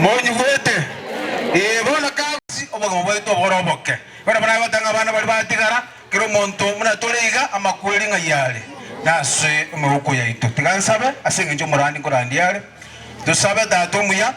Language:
Gusii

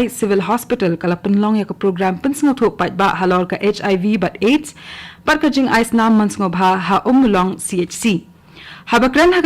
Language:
Khasi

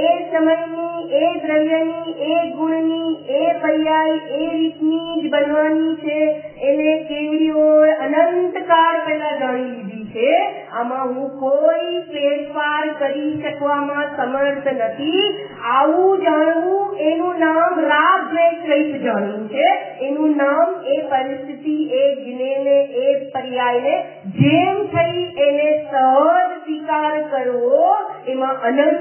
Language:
Gujarati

